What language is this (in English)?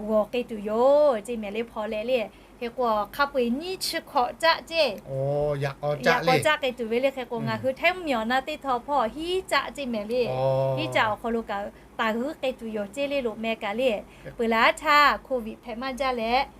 Lahu